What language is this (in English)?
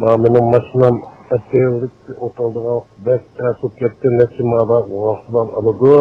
Uyghur